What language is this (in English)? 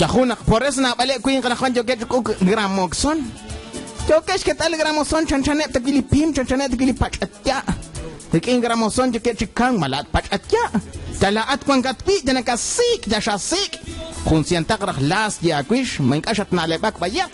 Kekchí